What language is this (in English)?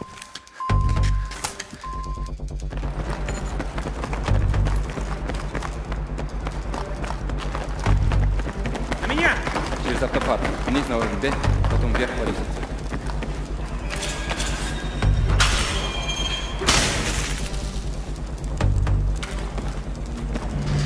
Russian